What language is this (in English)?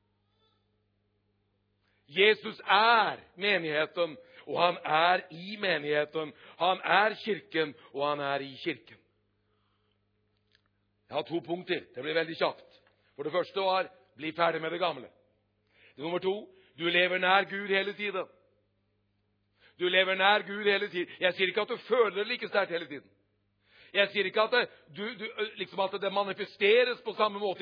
Norwegian